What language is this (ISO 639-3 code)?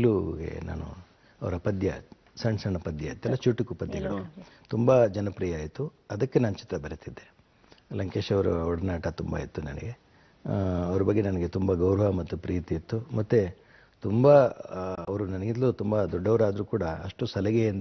kan